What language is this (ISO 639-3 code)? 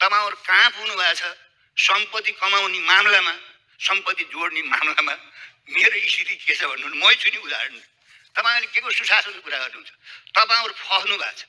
nep